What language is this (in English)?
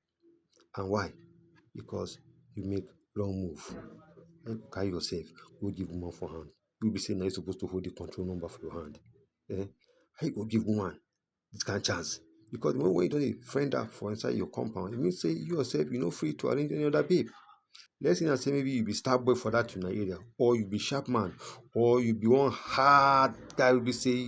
Nigerian Pidgin